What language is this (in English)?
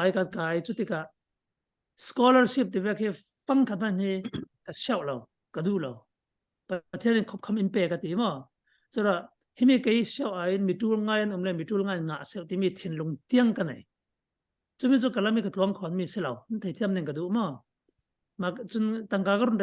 Falam Chin